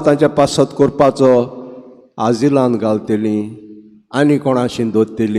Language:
Konkani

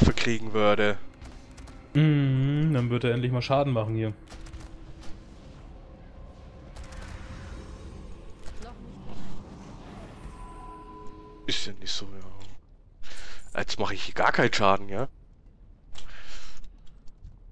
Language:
German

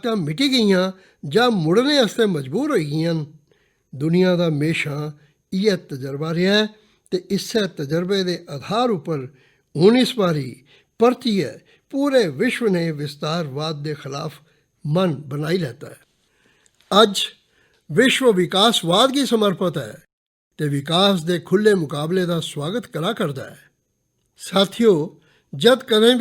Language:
Dogri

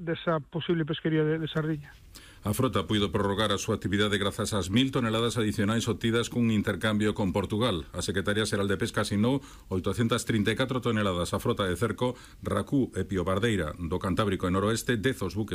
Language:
Galician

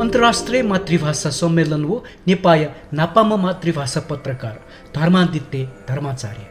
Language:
Newari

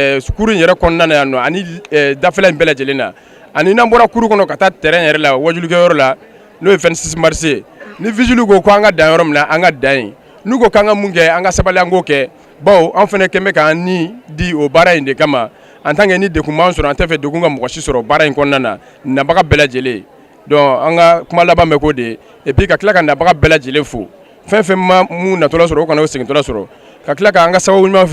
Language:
Bambara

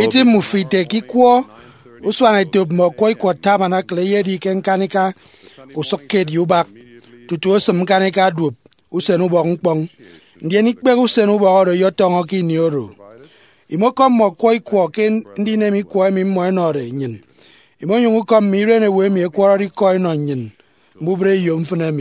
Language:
Efik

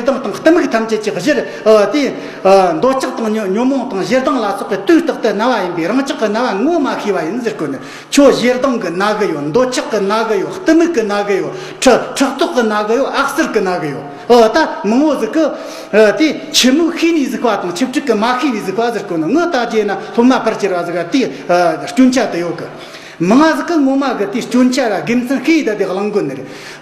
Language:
Tibetan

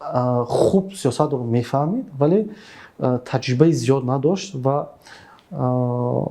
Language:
Tajik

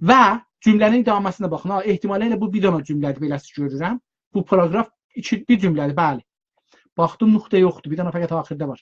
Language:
South Azerbaijani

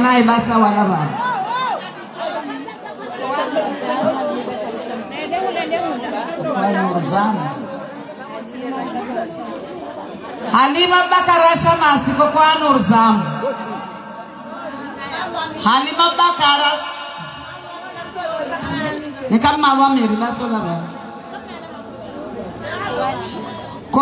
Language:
Swahili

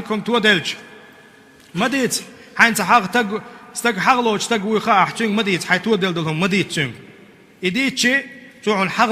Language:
Chechen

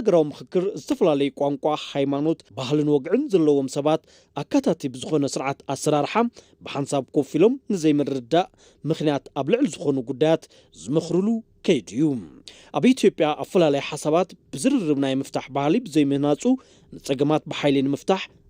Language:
Tigrinya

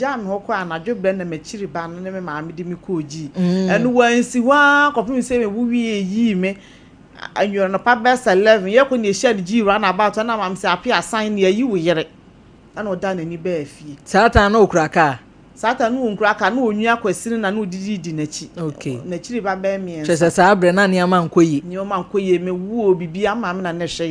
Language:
Akan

